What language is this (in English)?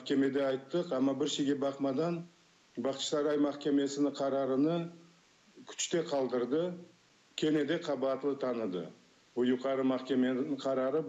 Crimean Tatar